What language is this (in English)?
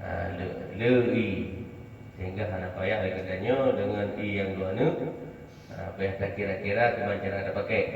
Achinese